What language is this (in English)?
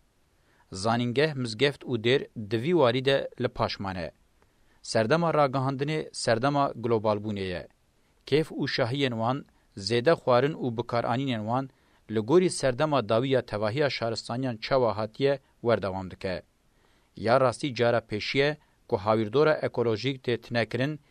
Kurdish